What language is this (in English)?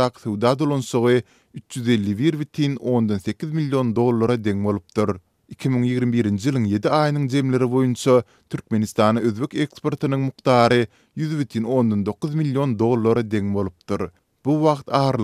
Turkmen